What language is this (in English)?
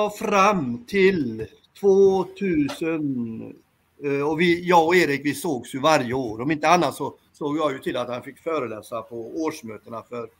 Swedish